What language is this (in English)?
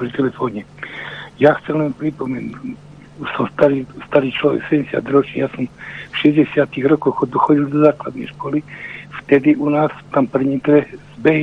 Slovak